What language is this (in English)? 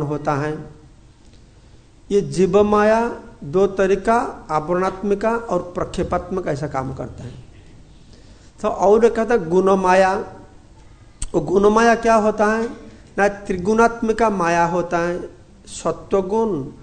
Hindi